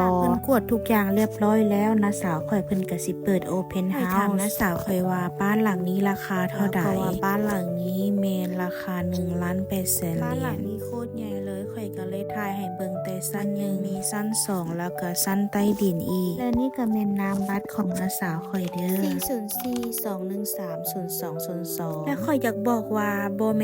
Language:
Lao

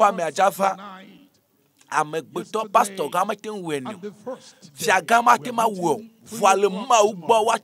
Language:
Ewe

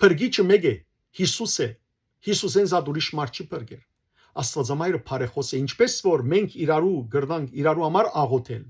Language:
Western Armenian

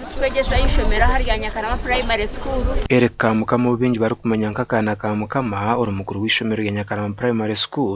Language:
Nyankole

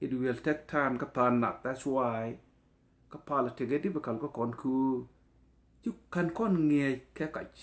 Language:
Nuer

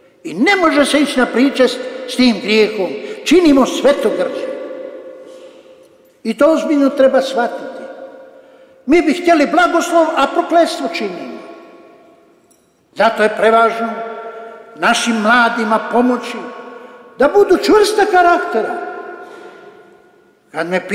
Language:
Croatian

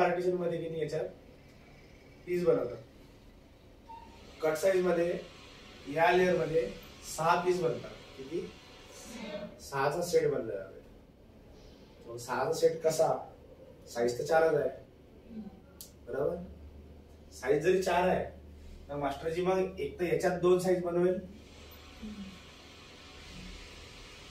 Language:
Marathi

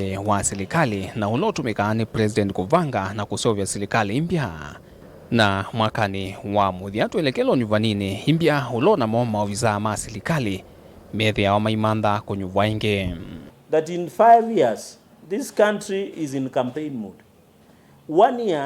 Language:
Kamba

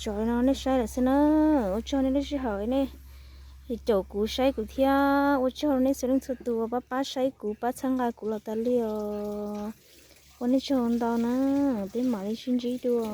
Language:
Hmong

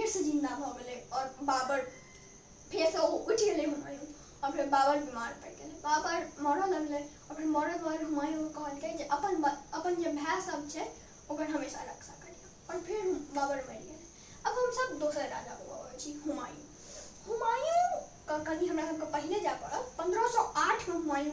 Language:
Maithili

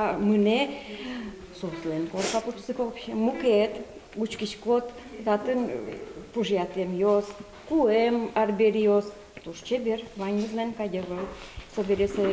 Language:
Udmurt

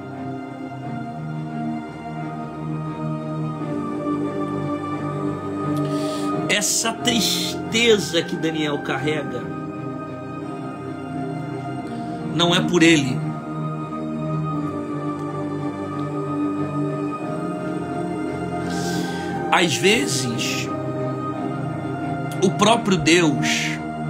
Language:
Portuguese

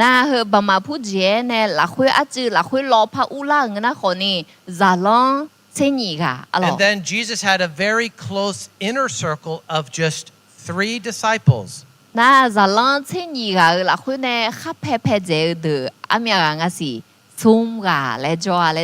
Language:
Akha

